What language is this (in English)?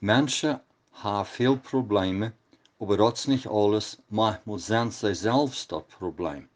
Plautdietsch